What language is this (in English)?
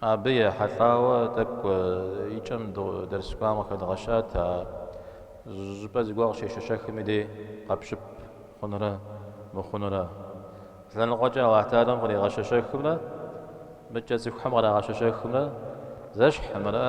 Kabardian